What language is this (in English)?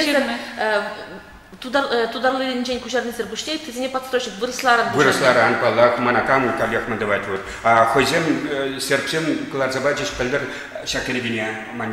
Chuvash